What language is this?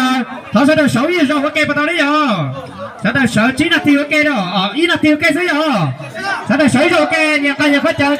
Hmong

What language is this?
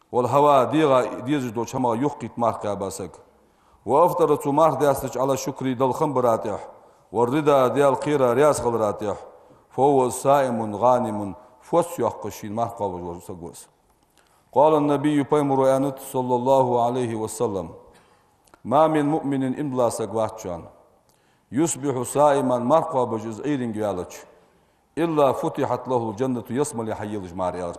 Ingush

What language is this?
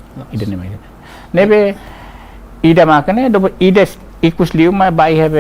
Tetum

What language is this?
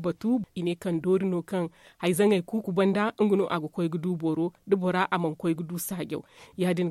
Zarma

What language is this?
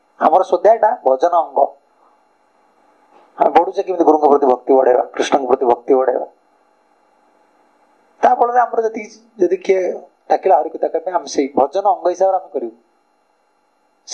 Odia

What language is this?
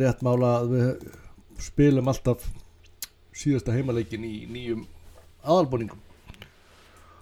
Icelandic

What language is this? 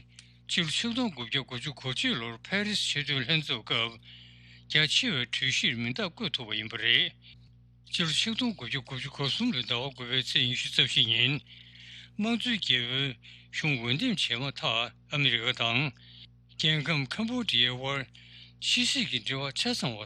Tibetan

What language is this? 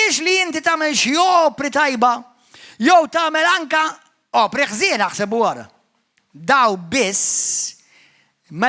Maltese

